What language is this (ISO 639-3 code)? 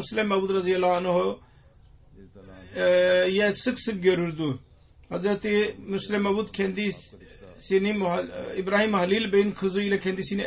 tur